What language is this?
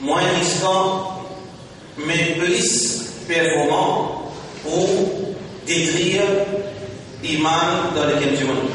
Morisyen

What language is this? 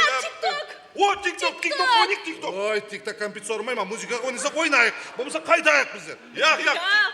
Kara-Kalpak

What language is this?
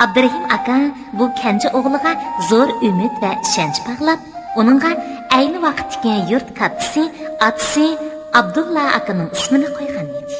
Uyghur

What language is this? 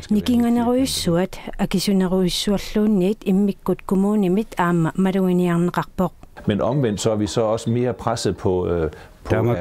Kalaallisut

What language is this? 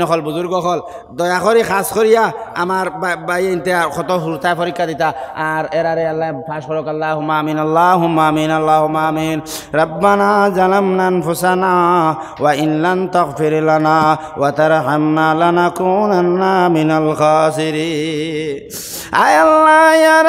Sylheti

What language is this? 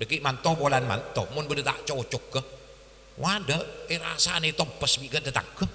Madurese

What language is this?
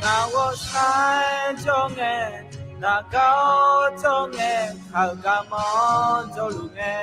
Akha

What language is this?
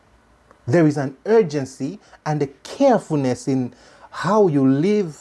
English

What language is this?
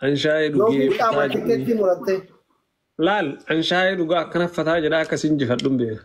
Oromo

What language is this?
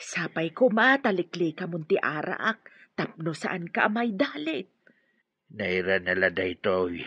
Iloko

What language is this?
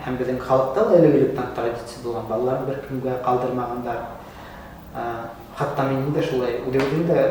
Bashkir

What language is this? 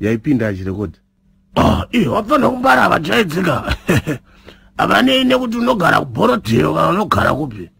Shona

